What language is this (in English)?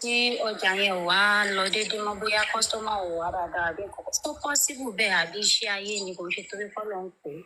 Yoruba